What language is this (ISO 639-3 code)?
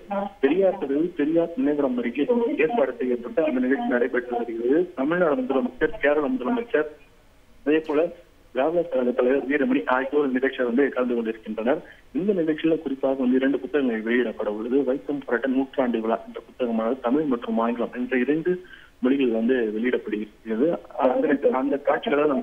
tam